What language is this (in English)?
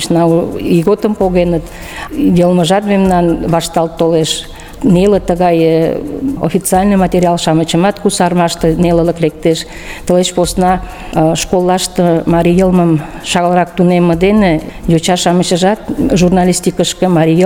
Mari